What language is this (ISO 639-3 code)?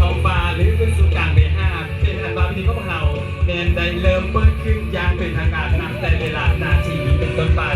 lao